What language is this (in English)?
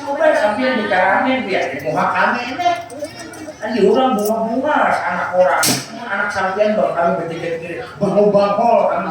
Banjar